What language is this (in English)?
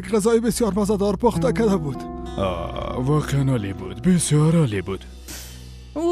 Persian